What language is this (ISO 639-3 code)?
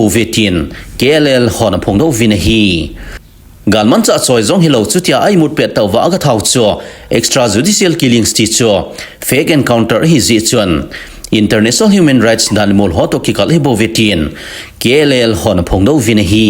tcz